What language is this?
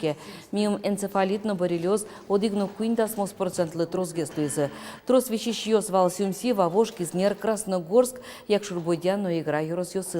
Udmurt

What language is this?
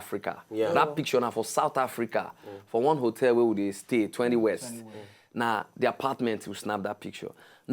Nigerian Pidgin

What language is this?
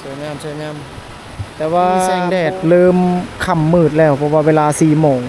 Lao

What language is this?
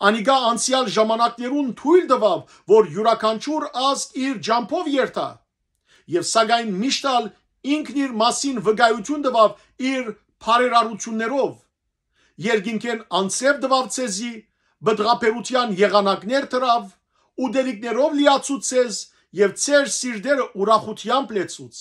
Western Armenian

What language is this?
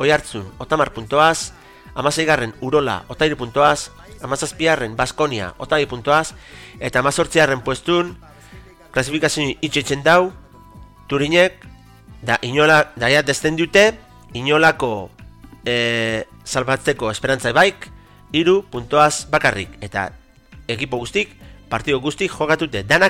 Basque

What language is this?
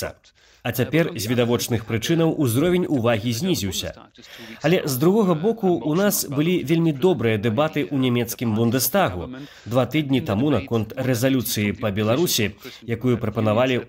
Belarusian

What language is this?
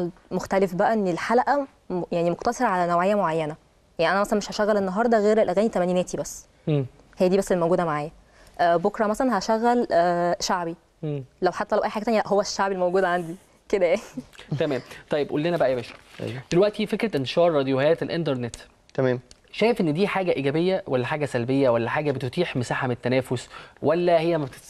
Egyptian Arabic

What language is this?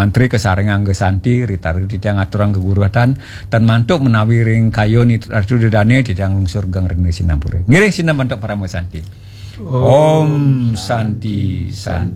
Balinese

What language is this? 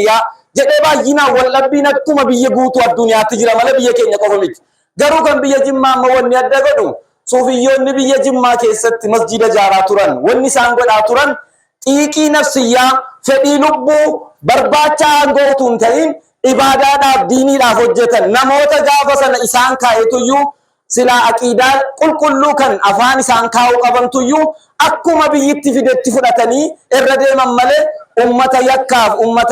Oromo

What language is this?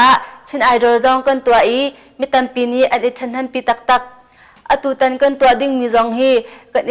Hakha Chin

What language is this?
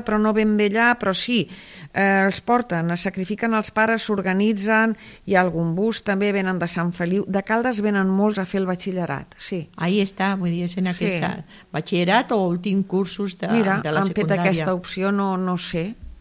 Catalan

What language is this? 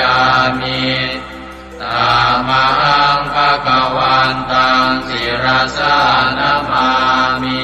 Pali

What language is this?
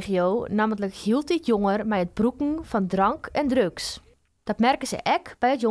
Western Frisian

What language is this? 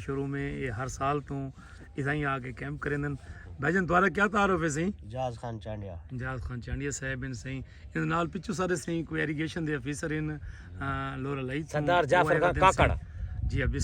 Saraiki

